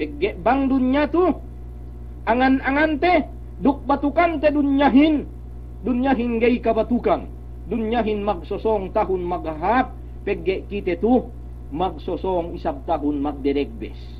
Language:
Yakan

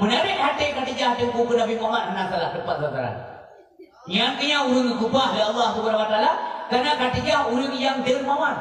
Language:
Achinese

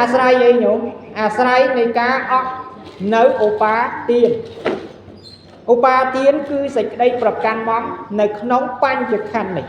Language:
Khmer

